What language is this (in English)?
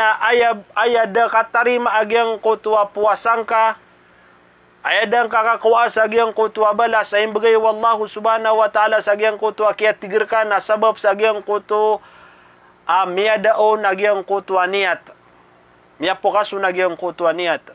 Maranao